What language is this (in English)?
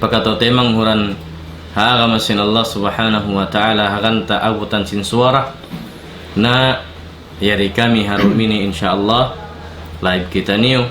Tausug